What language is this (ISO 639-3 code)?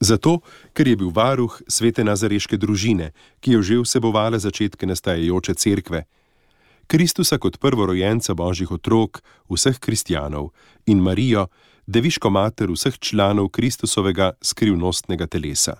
slv